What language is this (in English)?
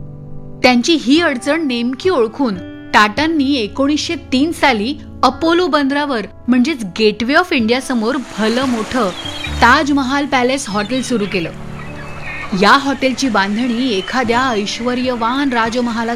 Marathi